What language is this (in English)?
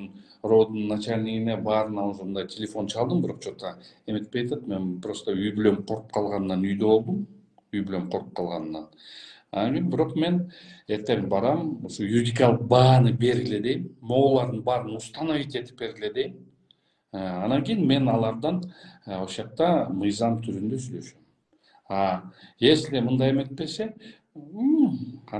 Kyrgyz